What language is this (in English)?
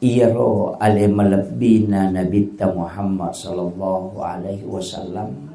Buginese